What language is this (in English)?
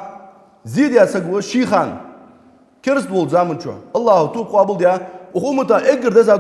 Ingush